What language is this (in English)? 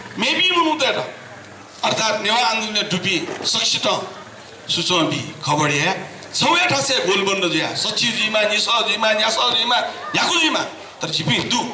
Newari